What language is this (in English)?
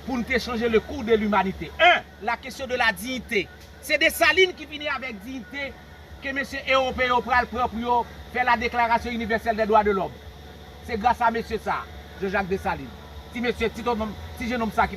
Haitian Creole